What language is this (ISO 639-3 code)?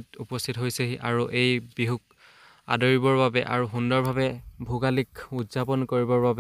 asm